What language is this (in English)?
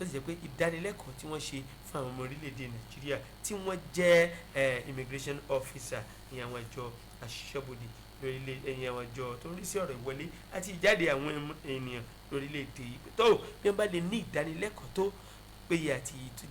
Yoruba